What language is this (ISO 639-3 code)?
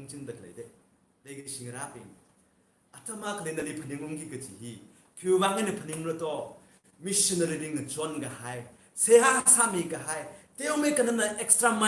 nmf